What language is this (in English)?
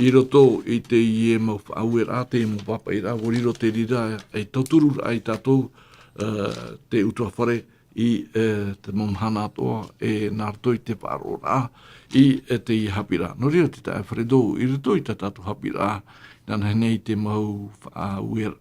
Tahitian